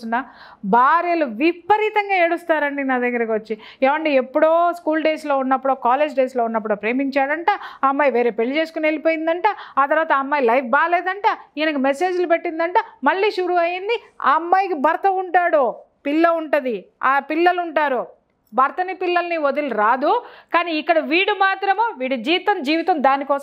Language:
Telugu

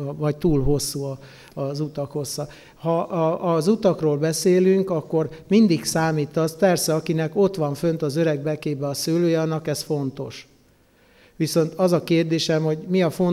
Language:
Hungarian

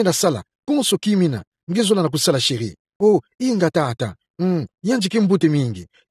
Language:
Kituba (Democratic Republic of Congo)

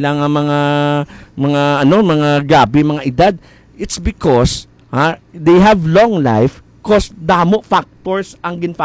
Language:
Hiligaynon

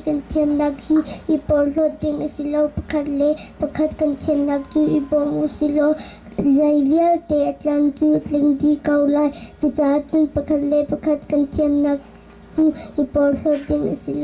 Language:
Hakha Chin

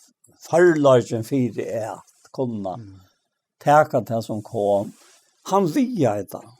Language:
Faroese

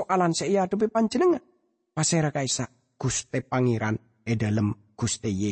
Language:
Madurese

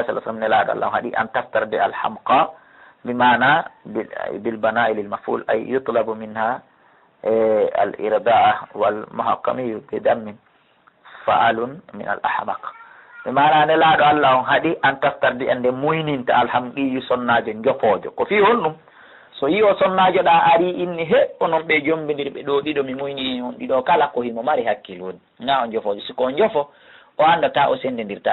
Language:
Pular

